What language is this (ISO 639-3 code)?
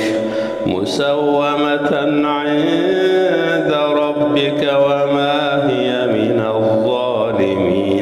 ara